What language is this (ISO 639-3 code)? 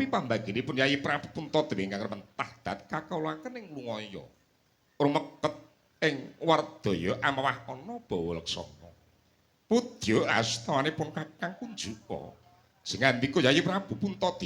jav